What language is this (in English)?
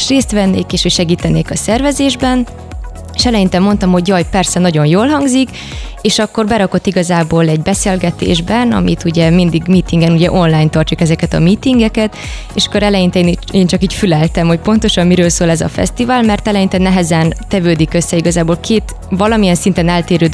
Hungarian